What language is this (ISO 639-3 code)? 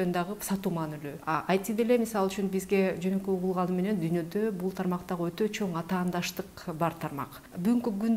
kir